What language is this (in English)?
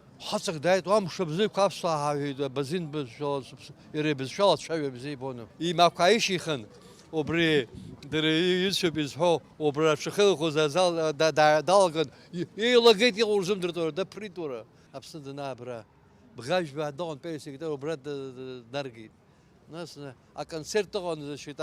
Abkhazian